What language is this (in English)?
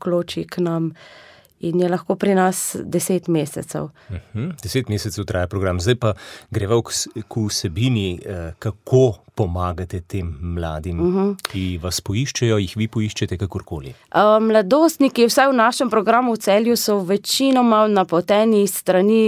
Slovenian